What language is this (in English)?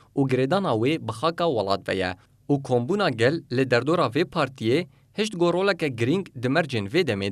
Kurdish